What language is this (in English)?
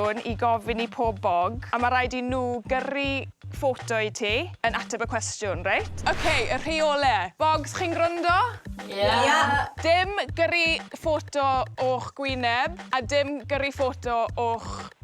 Welsh